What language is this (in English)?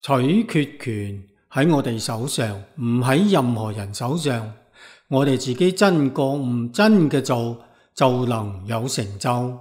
Cantonese